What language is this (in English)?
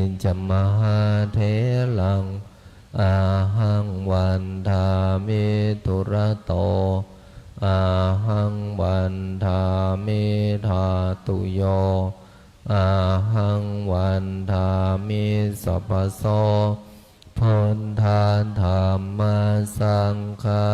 Pali